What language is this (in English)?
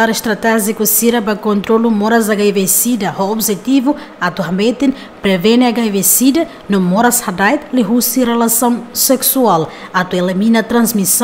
Tetum